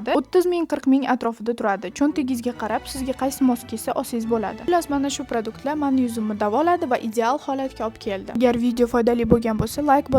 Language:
Uzbek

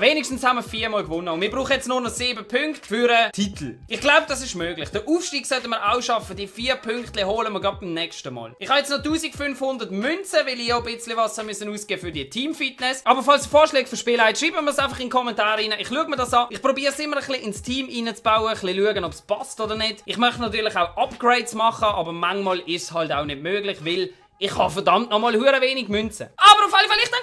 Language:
Swiss German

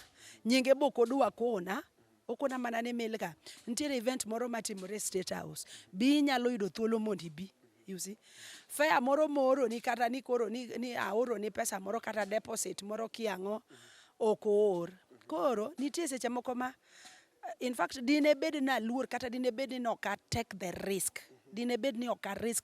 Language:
Luo (Kenya and Tanzania)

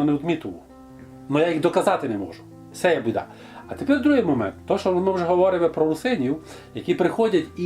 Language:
Rusyn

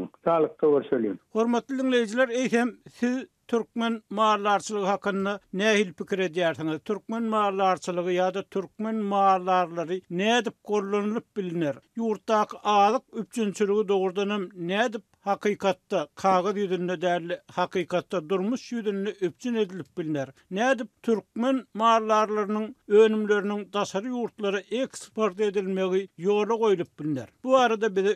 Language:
Turkmen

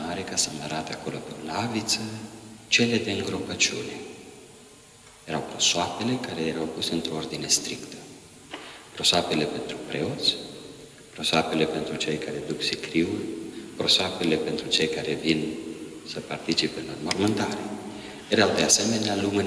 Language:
Romanian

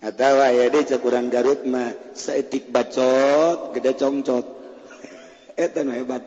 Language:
Sundanese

